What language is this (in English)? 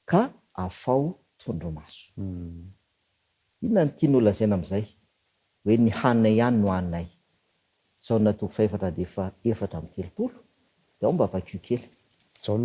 Malagasy